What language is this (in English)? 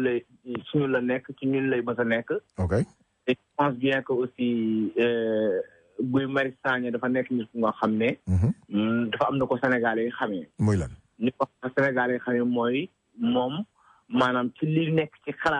Wolof